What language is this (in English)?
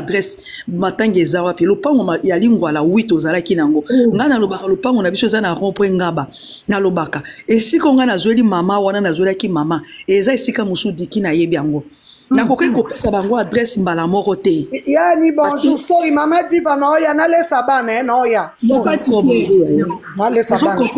Lingala